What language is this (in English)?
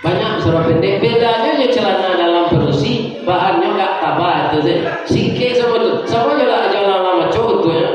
Minangkabau